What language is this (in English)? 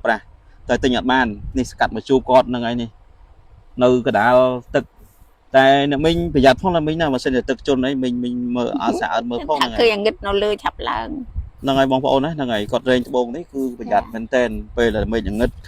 Khmer